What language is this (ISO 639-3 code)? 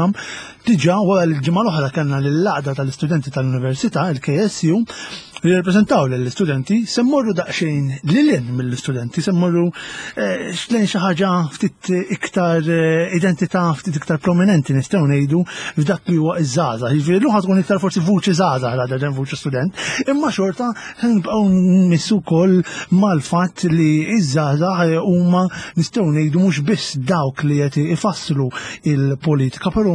mlt